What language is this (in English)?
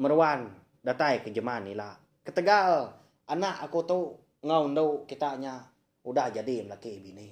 Iban